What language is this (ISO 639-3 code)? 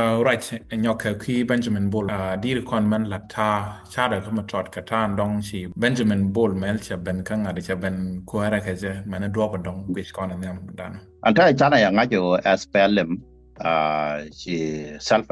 nus